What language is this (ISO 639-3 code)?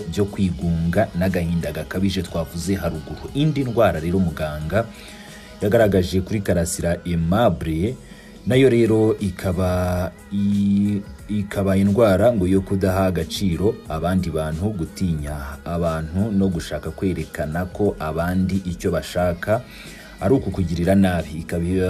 kin